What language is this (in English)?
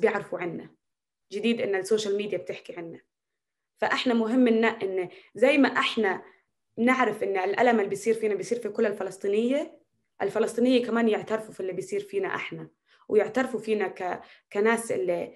North Levantine Arabic